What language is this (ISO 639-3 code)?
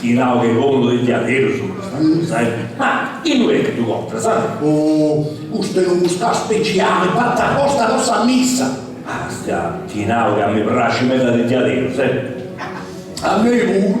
srd